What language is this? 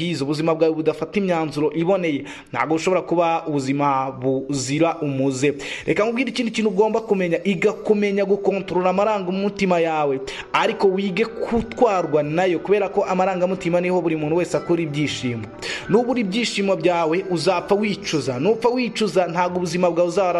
Kinyarwanda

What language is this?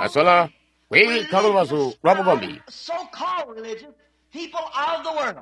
Tonga (Zambia)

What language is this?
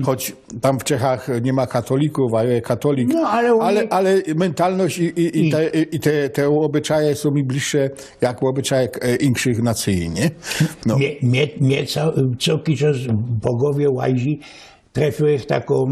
Silesian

